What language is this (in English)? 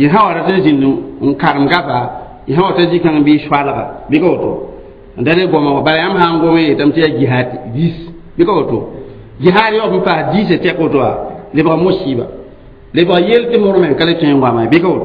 Mossi